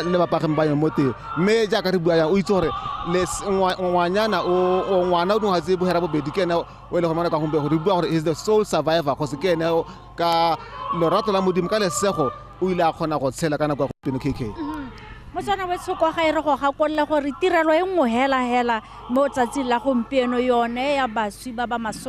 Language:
Tswana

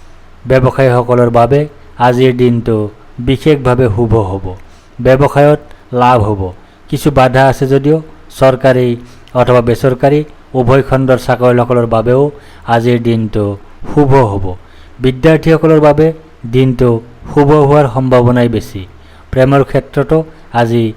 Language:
Assamese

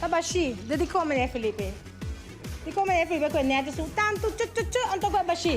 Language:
Papiamento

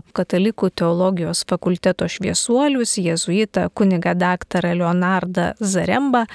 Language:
Lithuanian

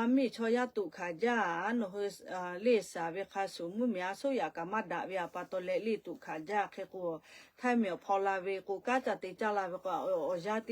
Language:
Lahu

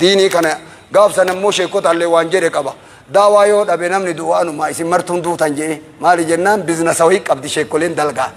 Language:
Oromo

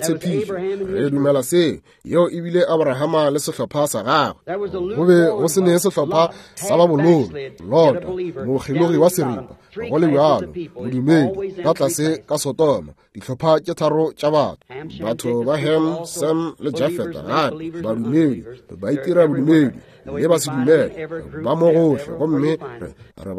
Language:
Northern Sotho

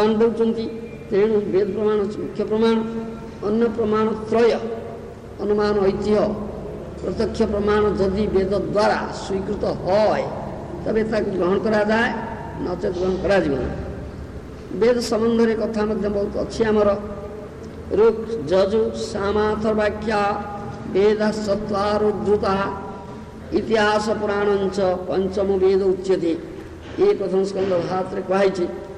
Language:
Odia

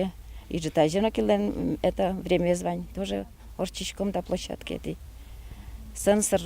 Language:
Udmurt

